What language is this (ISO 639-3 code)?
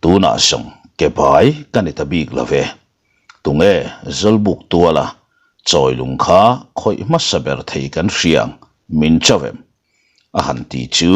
lus